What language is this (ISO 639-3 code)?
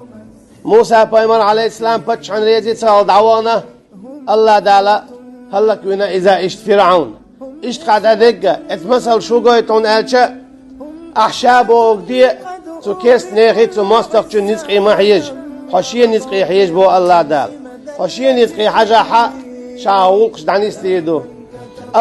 che